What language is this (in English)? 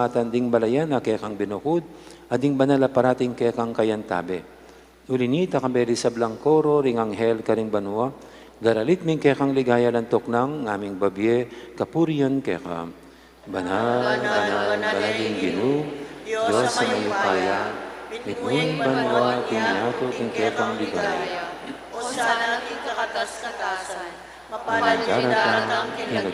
Pampanga